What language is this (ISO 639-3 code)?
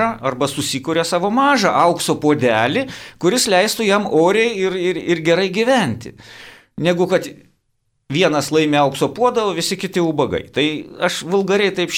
lit